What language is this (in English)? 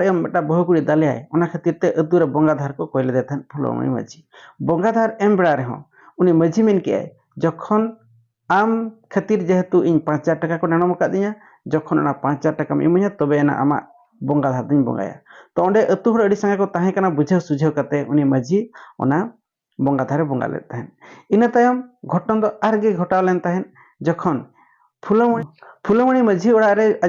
Santali